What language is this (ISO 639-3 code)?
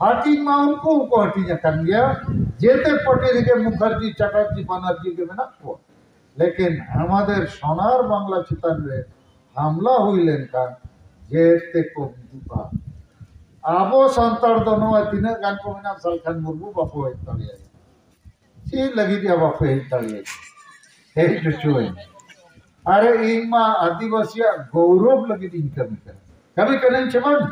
sat